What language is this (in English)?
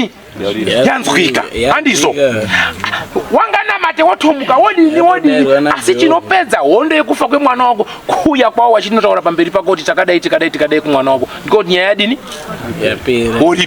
Shona